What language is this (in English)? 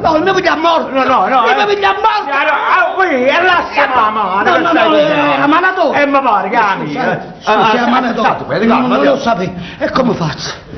Neapolitan